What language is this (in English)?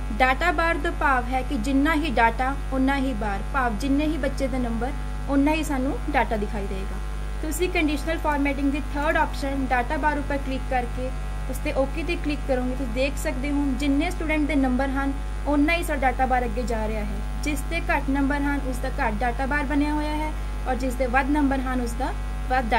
Punjabi